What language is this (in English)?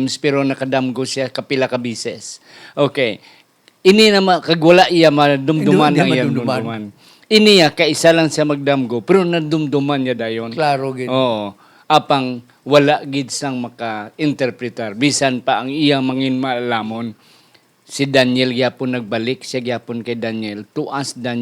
Hiligaynon